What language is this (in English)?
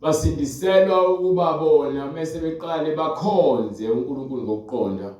Zulu